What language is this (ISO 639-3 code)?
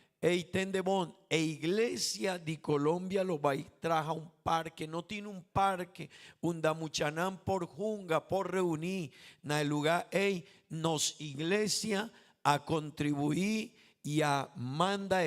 pap